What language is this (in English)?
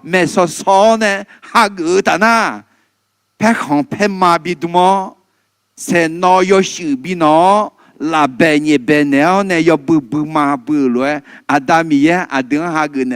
Akha